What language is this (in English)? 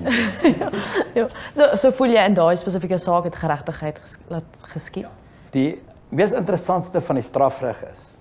Afrikaans